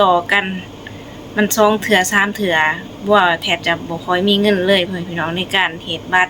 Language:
Lao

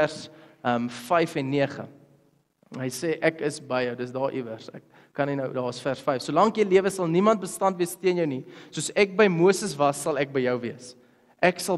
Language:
Afrikaans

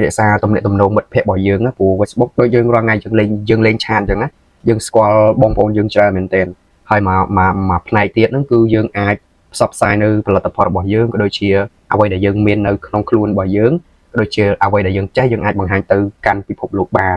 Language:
Khmer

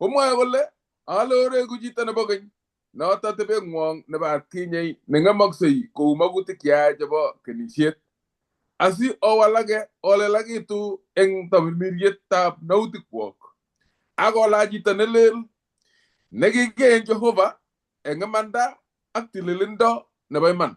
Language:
Kalenjin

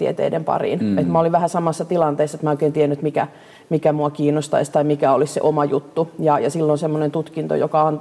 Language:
Finnish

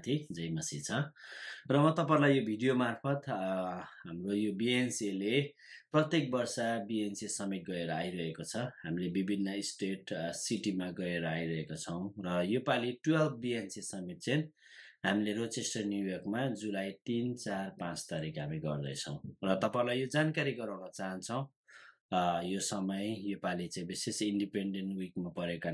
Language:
Nepali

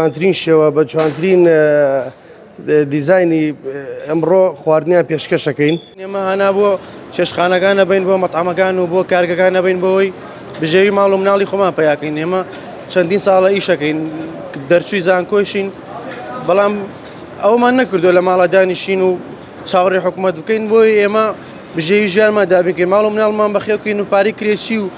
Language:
Central Kurdish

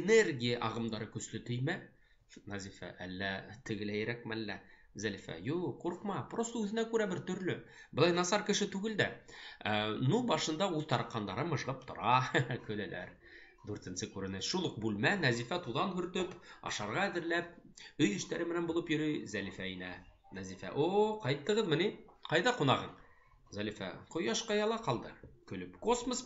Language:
Bashkir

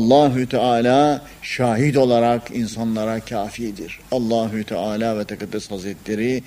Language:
Turkish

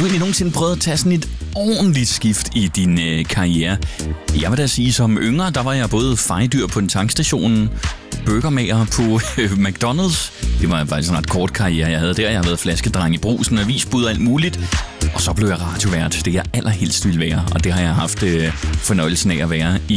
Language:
Danish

